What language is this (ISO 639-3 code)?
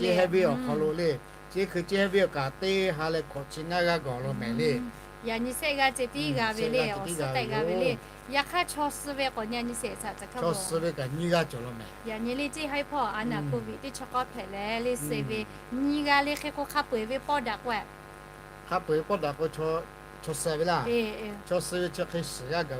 lhu